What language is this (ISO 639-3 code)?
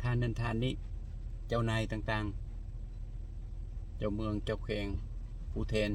lao